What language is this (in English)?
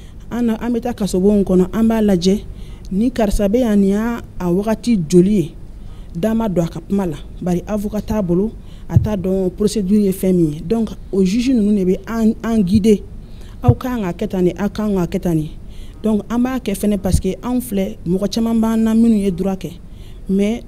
Bambara